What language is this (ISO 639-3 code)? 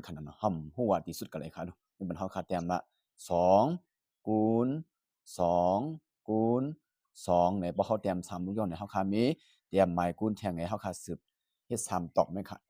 shn